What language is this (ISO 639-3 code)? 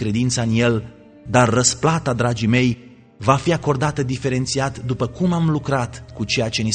ron